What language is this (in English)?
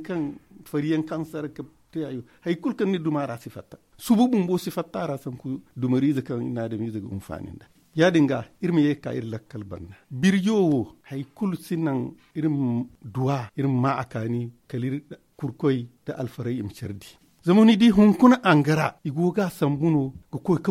Zarma